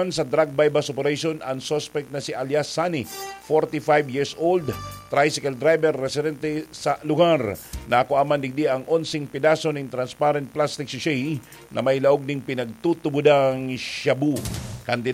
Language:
Bikol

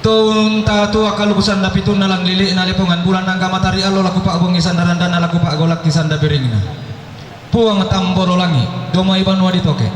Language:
Toraja-Sa'dan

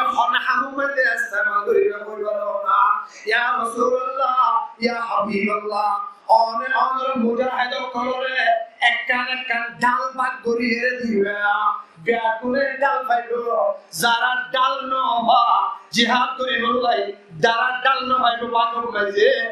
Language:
Rohingya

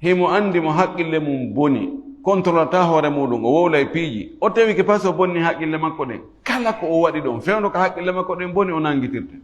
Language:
Fula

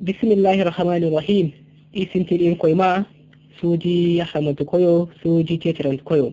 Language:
Zarma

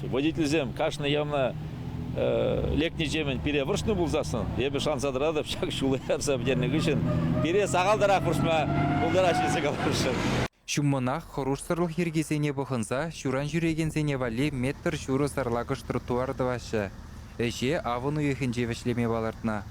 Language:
Chuvash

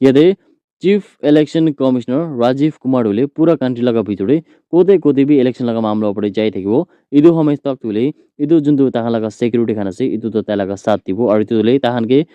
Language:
Naga Pidgin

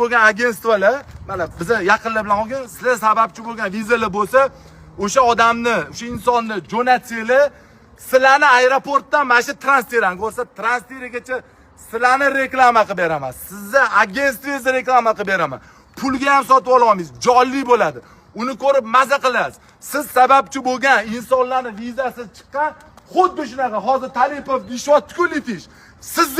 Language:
Uzbek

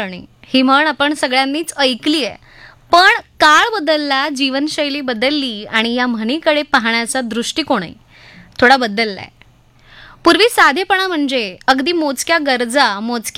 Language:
Marathi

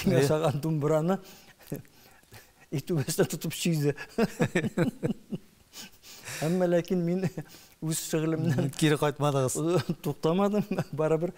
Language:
Tatar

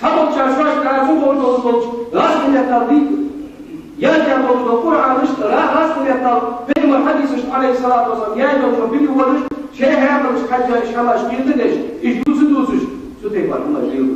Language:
Ingush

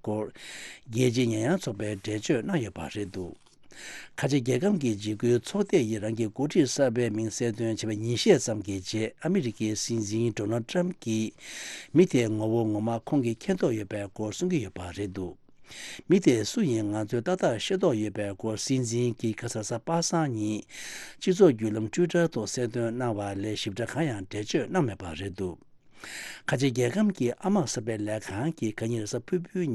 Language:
Tibetan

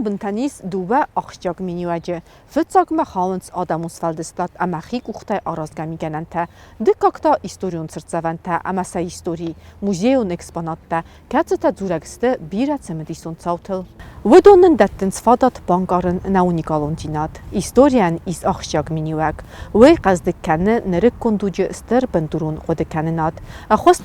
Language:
Ossetic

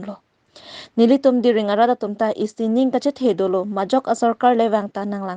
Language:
Karbi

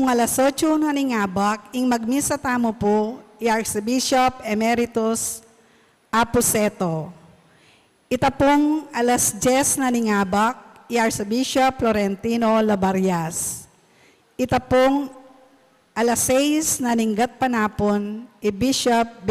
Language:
Pampanga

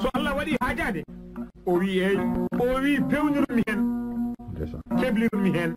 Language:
Fula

